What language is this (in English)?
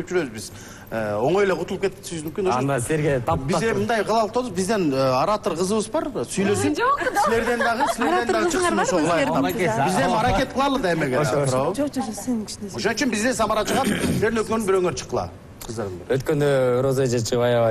Kyrgyz